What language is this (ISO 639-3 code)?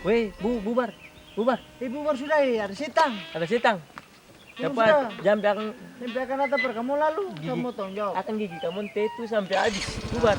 abs